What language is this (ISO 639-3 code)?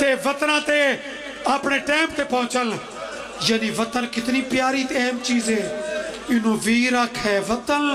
phr